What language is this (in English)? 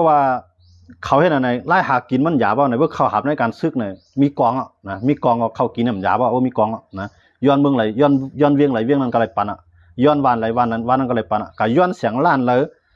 Shan